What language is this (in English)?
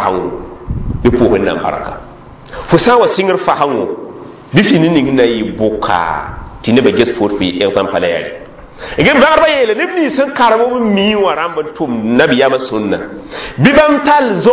Mossi